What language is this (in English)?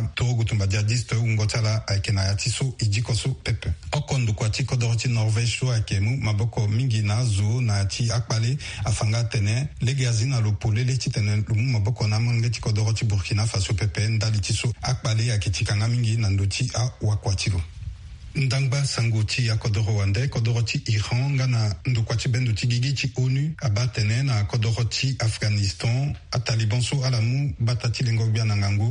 Sango